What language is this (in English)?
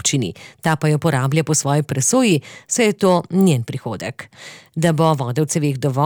Slovenian